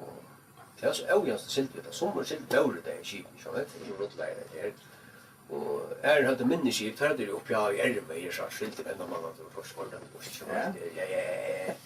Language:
Faroese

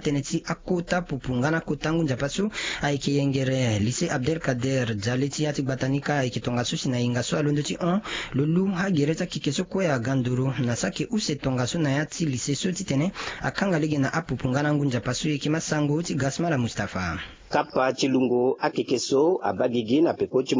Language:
Sango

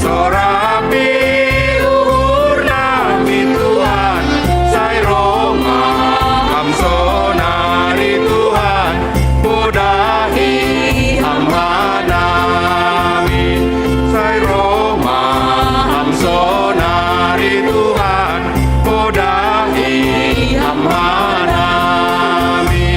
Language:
Batak Simalungun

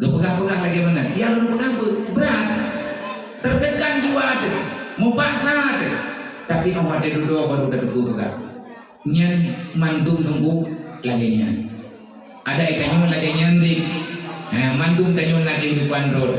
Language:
Achinese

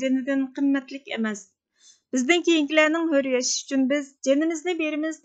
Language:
Uyghur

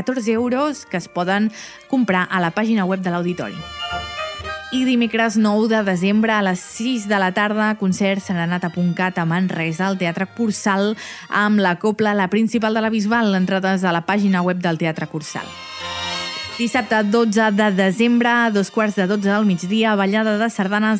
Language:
Catalan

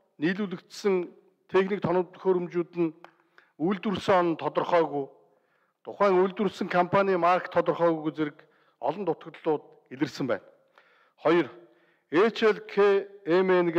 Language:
Mongolian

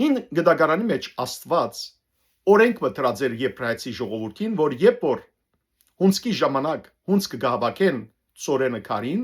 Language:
Western Armenian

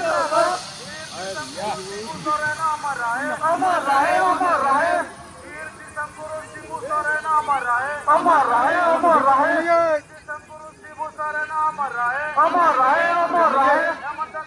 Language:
Santali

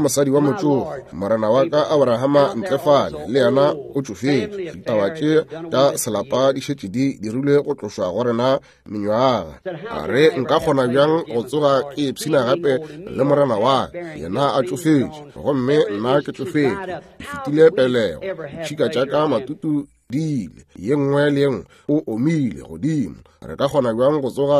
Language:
Northern Sotho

